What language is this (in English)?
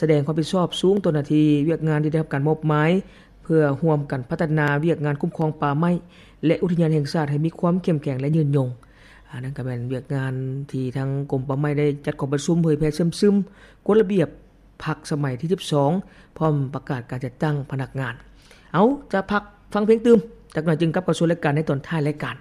Lao